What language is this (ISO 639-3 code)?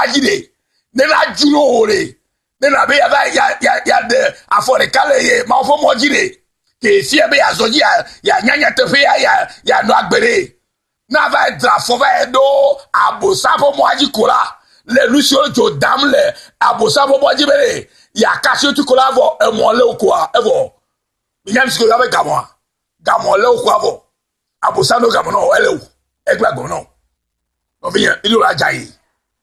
ewe